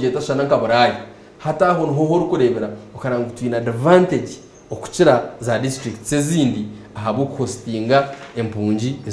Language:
Nyankole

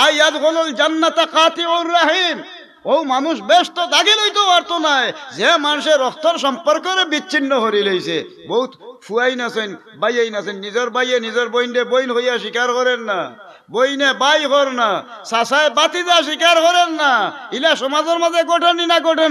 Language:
Sylheti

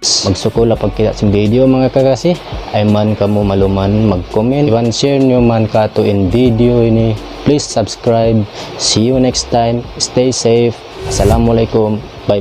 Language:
Tausug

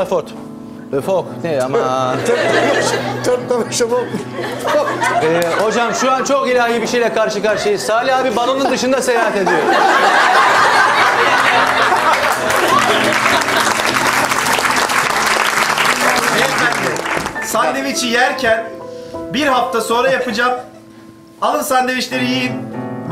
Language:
Turkish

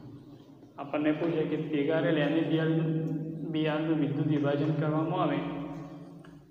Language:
Gujarati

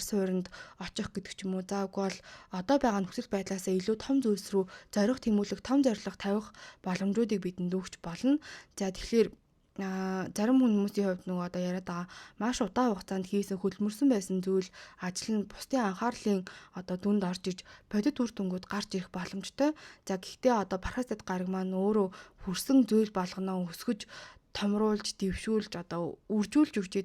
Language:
Mongolian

